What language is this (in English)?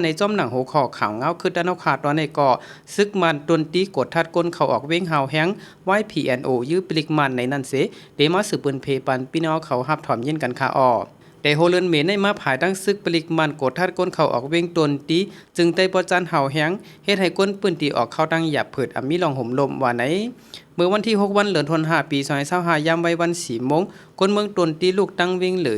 Shan